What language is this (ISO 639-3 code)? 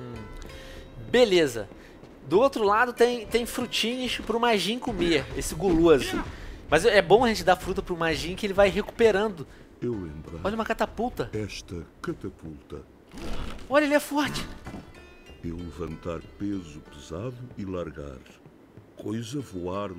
por